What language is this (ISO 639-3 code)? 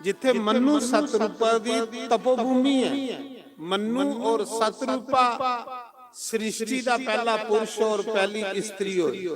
doi